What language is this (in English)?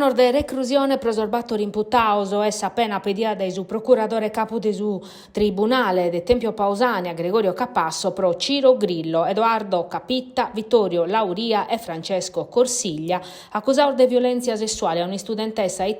Sardinian